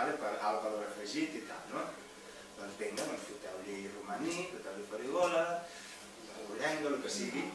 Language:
Catalan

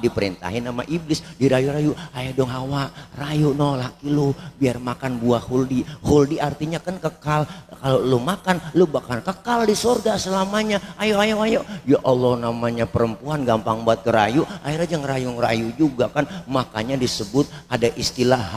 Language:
Betawi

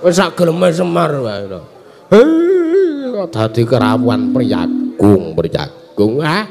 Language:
Javanese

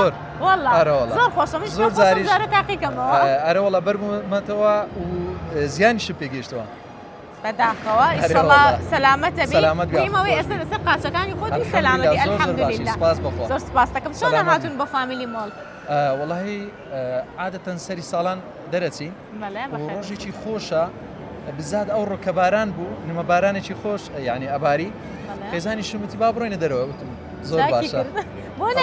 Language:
Central Kurdish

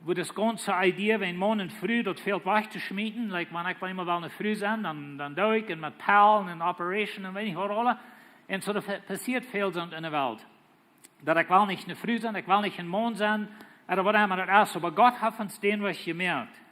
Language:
Plautdietsch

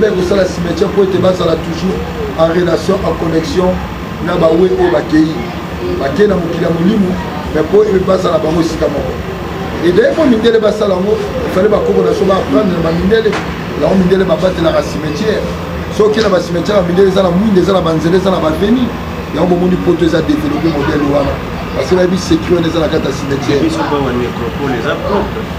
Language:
Lingala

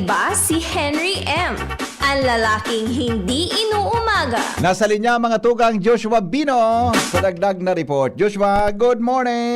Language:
Bikol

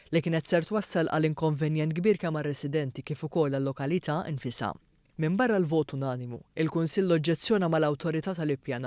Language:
Maltese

